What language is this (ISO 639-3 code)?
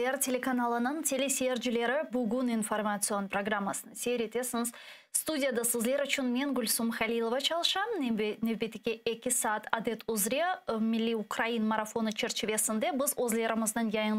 crh